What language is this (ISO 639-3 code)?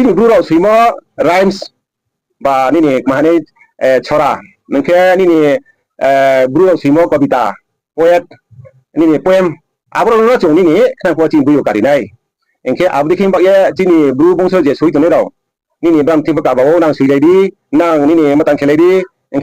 ria